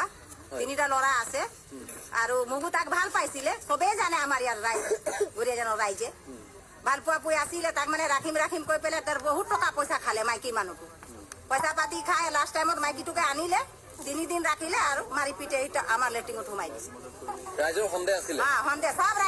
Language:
Assamese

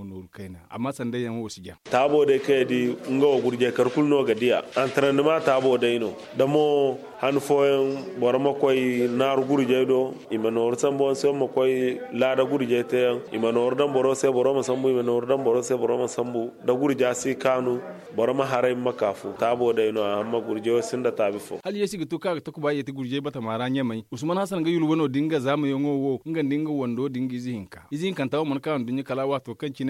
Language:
Zarma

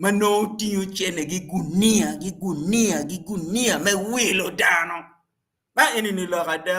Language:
Acoli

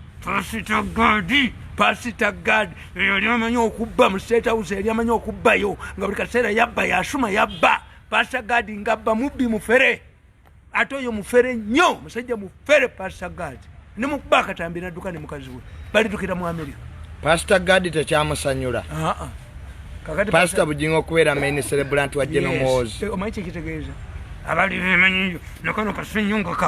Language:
Ganda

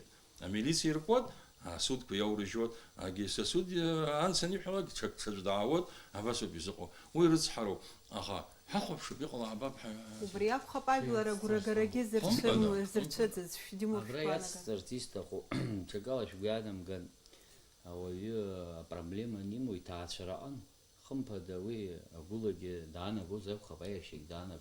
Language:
Abkhazian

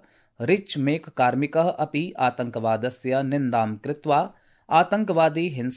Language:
Sanskrit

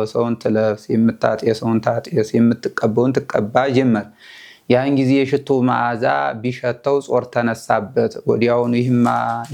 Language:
Amharic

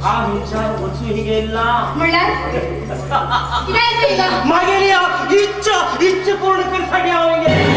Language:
Konkani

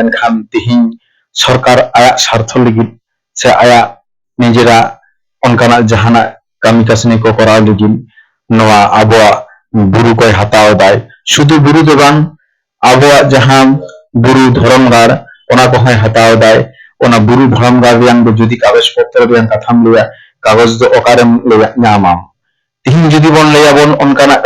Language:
Santali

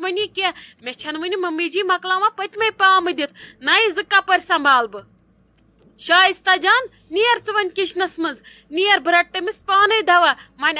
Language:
Kashmiri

